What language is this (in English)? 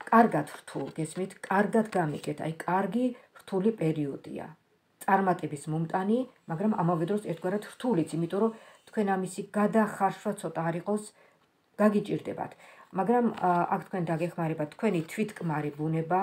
Georgian